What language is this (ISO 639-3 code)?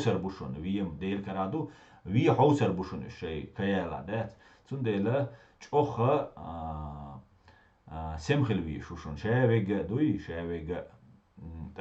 che